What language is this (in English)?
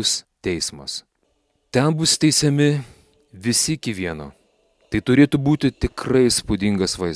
Lithuanian